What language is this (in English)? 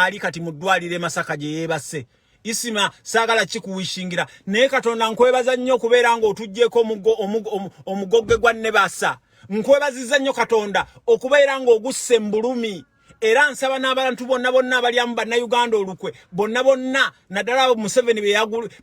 Ganda